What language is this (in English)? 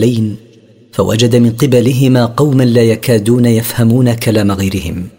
Arabic